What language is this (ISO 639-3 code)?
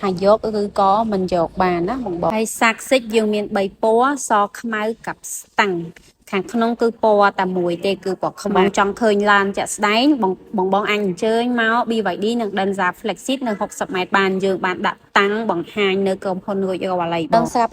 khm